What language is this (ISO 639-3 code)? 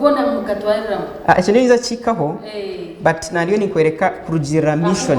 nyn